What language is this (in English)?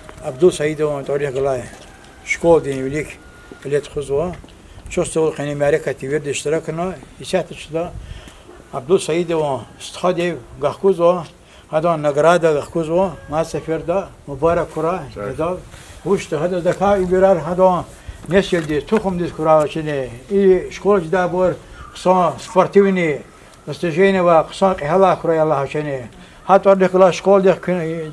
Lezghian